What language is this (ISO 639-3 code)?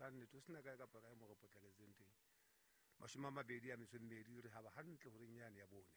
sot